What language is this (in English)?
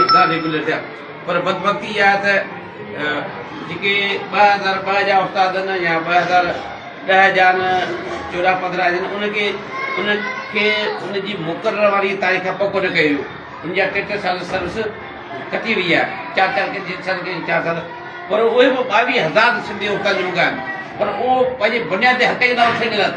Sindhi